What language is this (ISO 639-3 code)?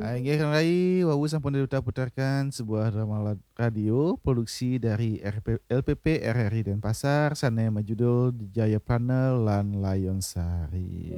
ban